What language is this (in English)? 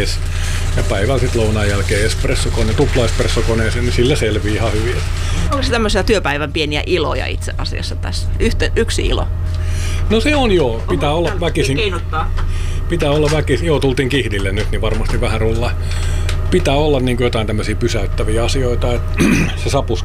Finnish